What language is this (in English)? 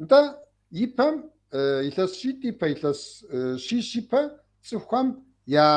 Kabardian